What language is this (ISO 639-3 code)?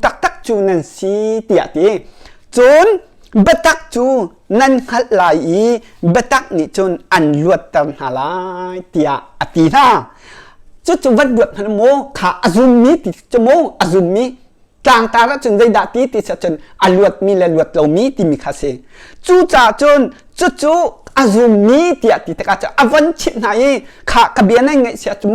cnh